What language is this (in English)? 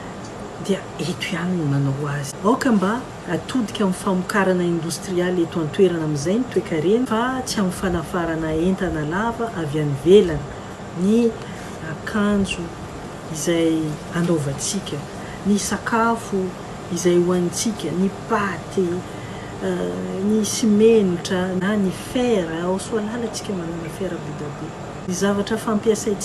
Malagasy